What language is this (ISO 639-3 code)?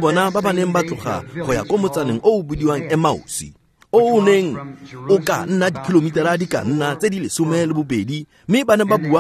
tsn